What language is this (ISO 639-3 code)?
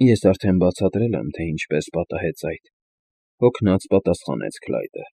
hye